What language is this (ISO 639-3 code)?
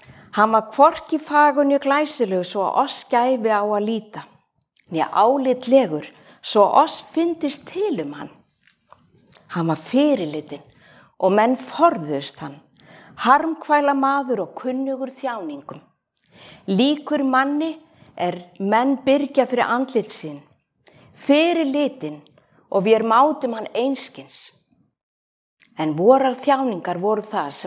isl